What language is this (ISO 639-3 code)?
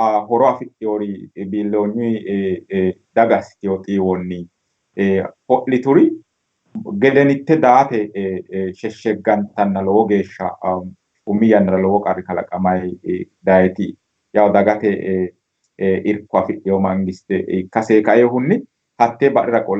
sid